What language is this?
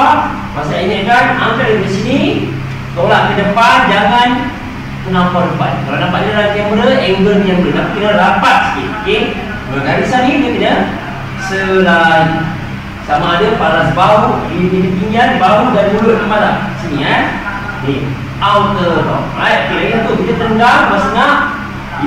Malay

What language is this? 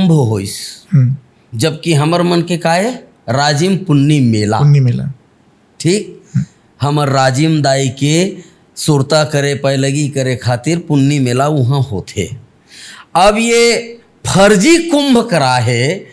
Chhattisgarhi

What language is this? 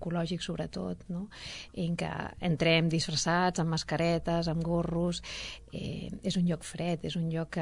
Catalan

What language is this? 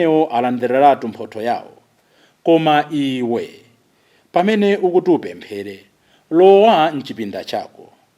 Nyanja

